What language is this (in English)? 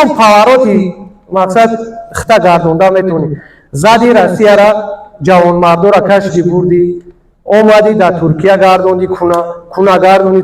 Tajik